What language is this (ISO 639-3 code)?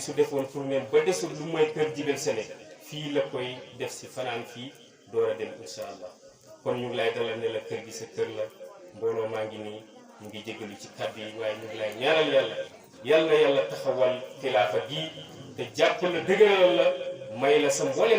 wol